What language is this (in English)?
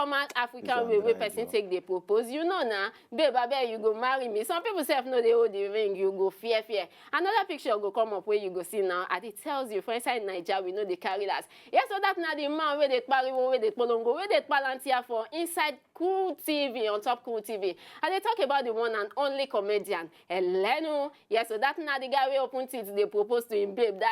Nigerian Pidgin